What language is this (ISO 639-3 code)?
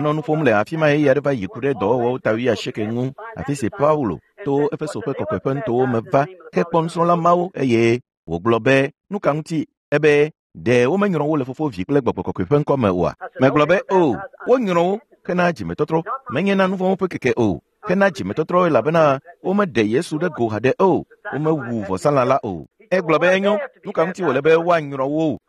ewe